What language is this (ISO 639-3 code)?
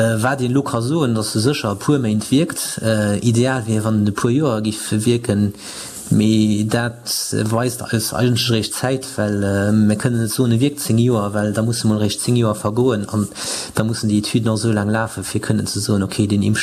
ltz